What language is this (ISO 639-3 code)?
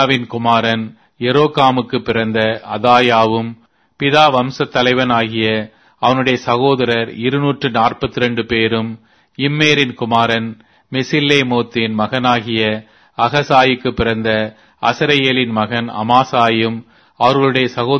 tam